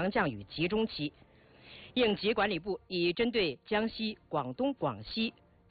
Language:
Chinese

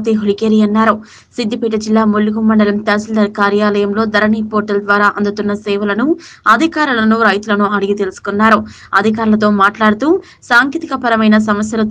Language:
Telugu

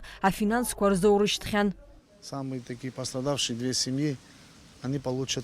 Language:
Abkhazian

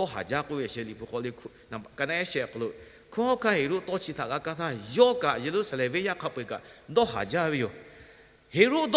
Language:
Lahu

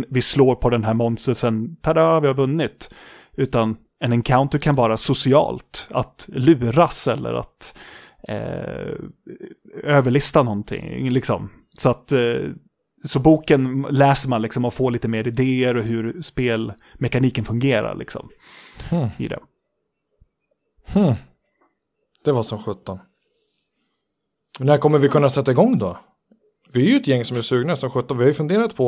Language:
Swedish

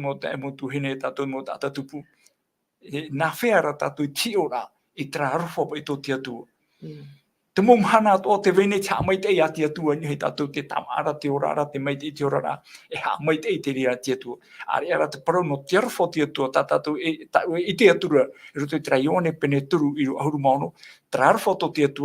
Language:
Tahitian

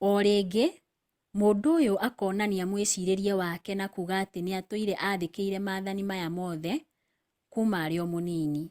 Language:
Kikuyu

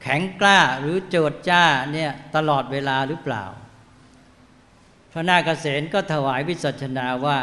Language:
Thai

